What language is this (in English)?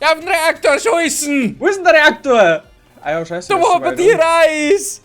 Bavarian